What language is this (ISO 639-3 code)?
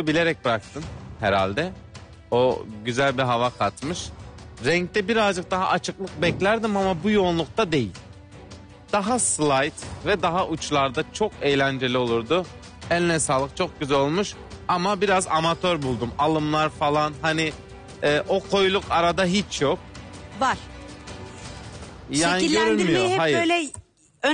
tur